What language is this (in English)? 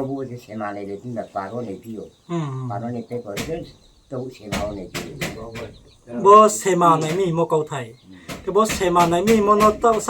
Riang (India)